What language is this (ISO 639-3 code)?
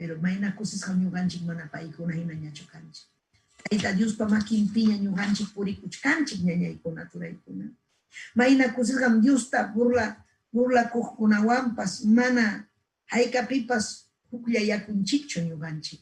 quy